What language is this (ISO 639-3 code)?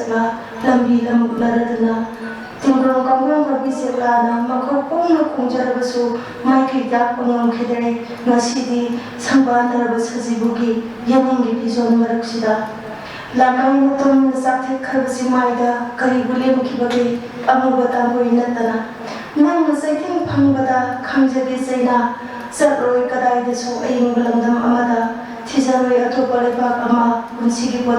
mni